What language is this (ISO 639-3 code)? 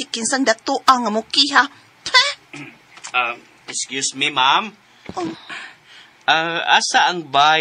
ceb